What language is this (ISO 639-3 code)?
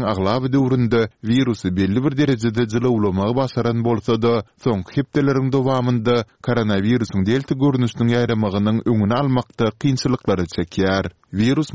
tuk